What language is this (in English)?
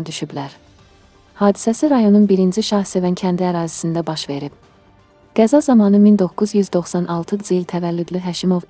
Azerbaijani